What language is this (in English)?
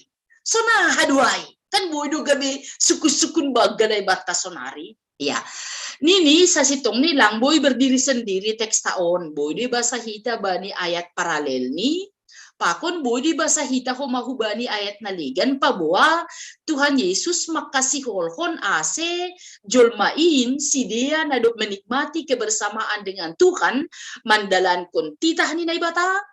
Batak Simalungun